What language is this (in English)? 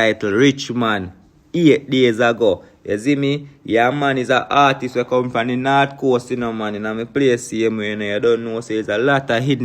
Jamaican Creole English